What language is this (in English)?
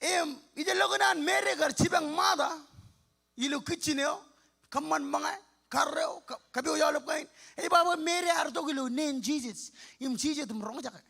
Marshallese